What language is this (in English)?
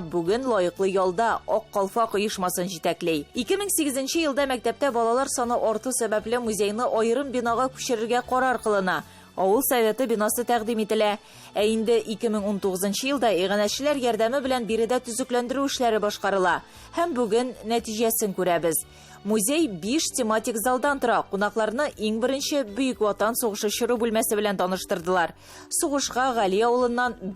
Tatar